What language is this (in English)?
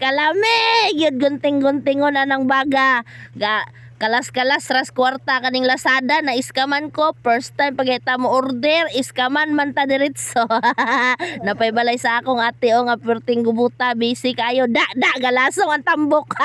Cebuano